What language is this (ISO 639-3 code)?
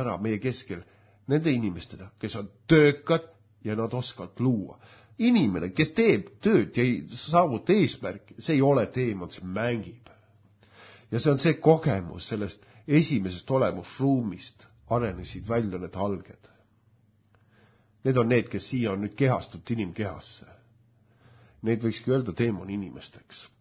est